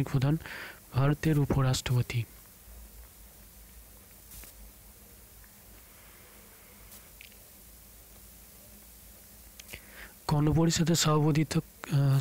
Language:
Bangla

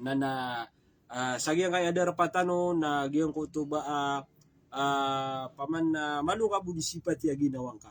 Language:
Maranao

